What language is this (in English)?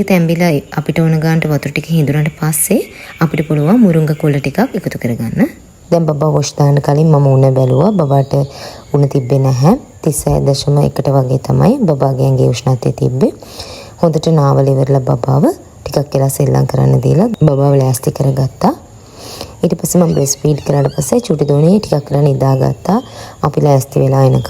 Sinhala